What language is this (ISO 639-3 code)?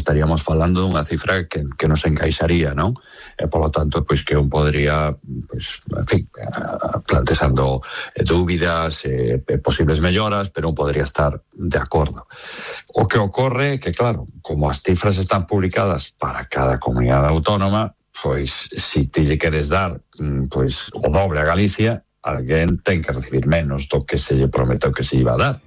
glg